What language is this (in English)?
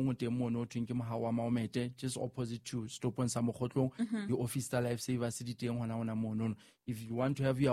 Southern Sotho